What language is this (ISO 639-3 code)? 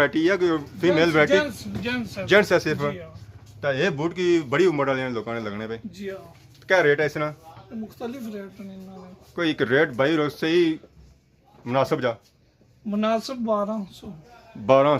phr